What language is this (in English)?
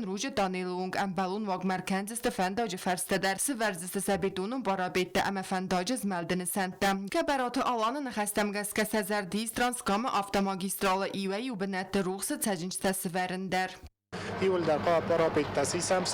Ossetic